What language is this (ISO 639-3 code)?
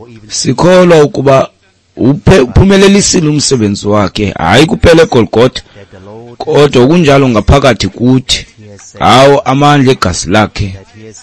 xho